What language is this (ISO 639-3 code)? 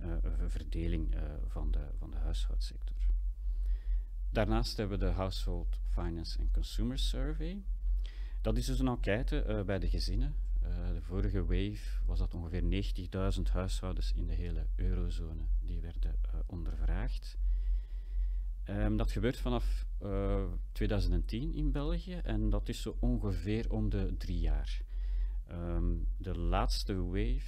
nld